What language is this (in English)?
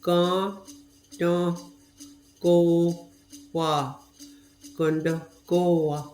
Mohawk